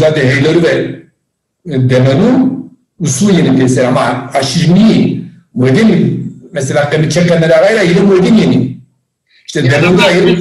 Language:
Zaza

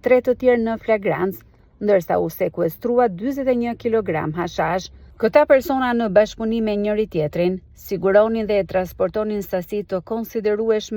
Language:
Albanian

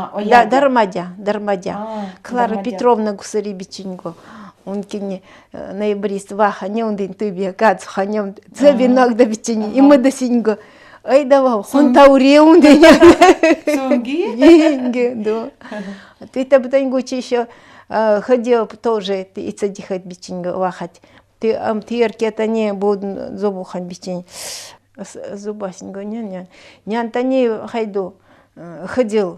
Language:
Nanai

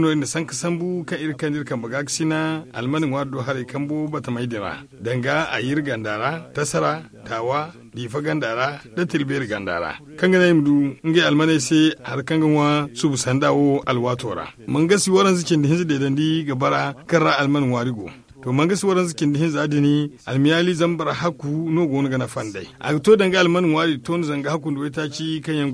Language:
Zarma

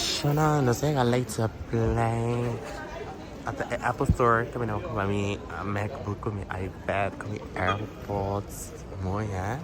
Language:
Papiamento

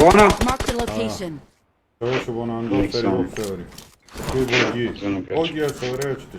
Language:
Kurdish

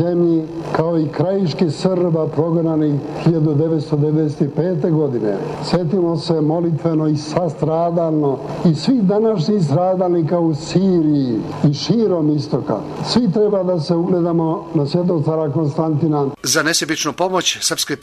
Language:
Serbian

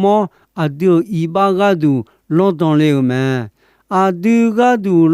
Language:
Akha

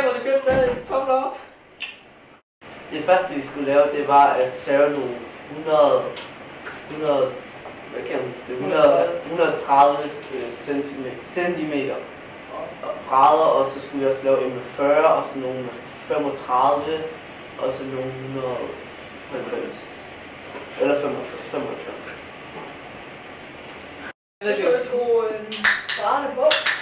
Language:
Danish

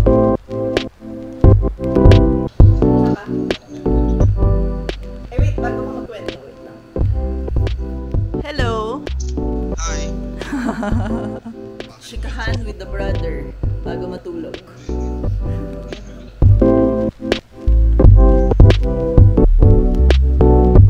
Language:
Filipino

